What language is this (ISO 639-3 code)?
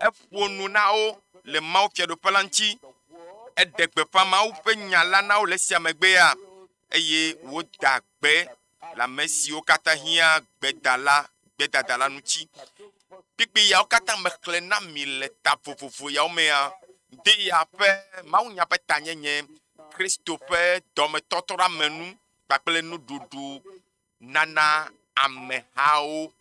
ewe